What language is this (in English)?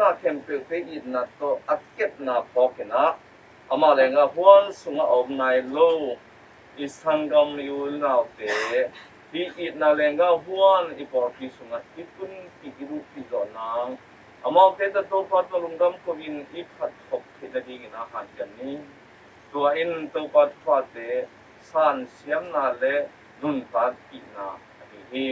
Tedim Chin